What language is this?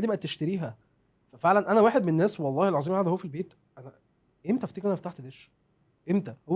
Egyptian Arabic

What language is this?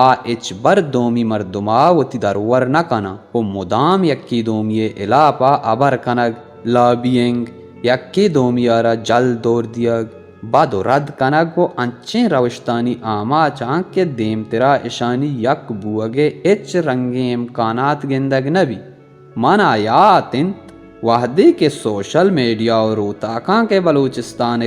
Baluchi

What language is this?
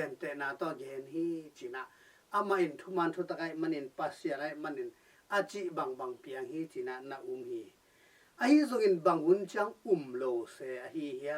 Tedim Chin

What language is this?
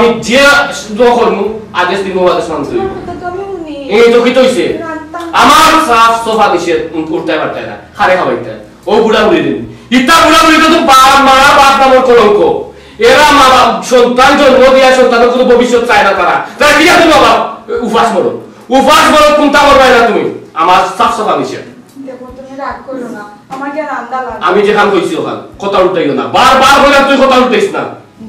Sylheti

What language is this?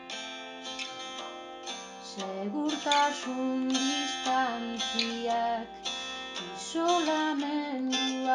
Basque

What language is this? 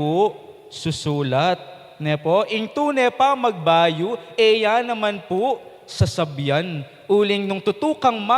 Pampanga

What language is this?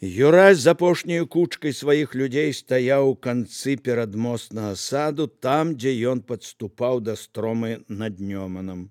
Belarusian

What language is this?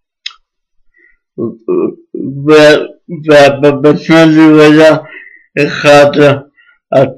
Hebrew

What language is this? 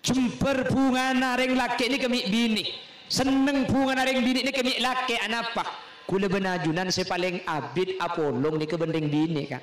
Madurese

